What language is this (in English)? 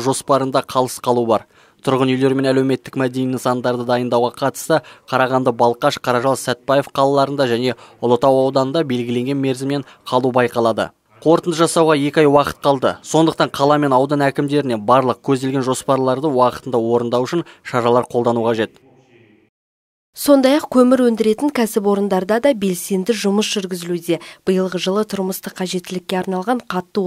Kazakh